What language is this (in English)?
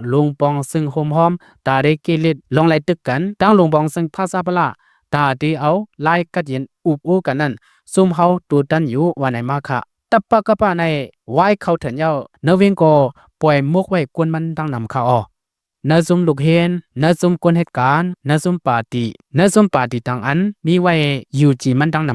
Shan